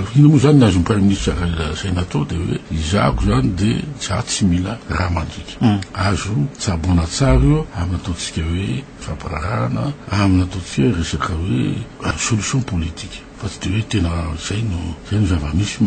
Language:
Malagasy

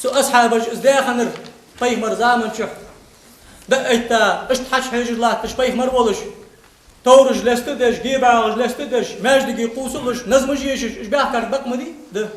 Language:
Ingush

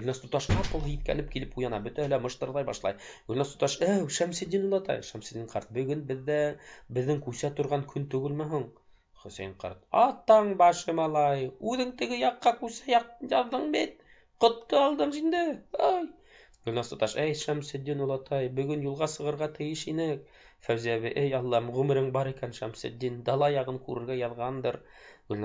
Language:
Bashkir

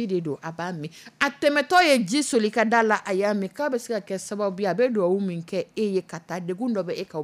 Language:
Dyula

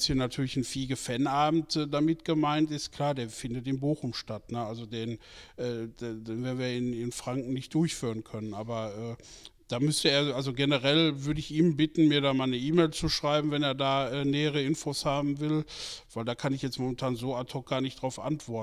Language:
German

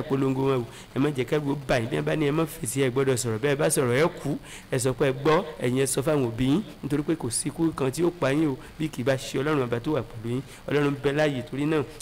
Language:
Yoruba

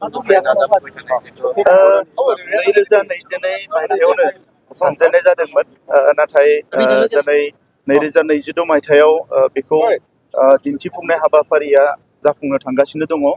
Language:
Bodo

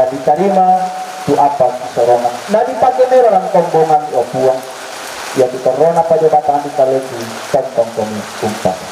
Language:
Toraja-Sa'dan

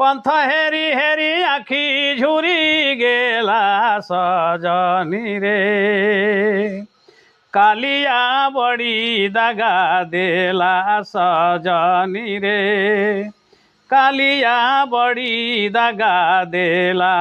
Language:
Sadri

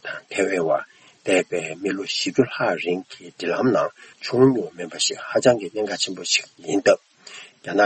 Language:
Tibetan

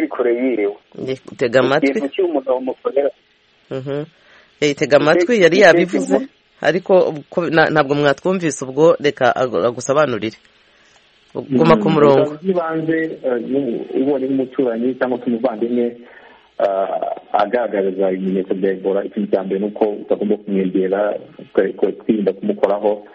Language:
Kinyarwanda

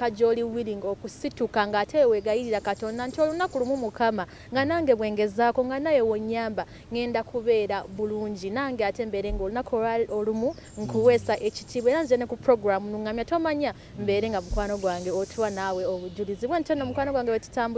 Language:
Ganda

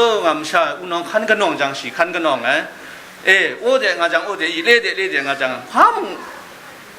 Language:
Kachin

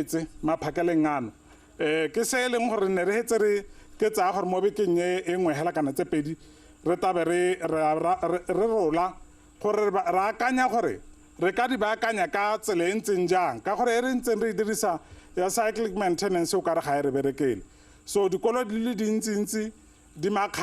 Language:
Tswana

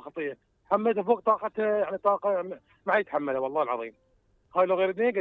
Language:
Mesopotamian Arabic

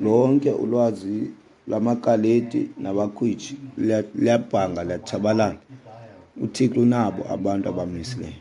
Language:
Xhosa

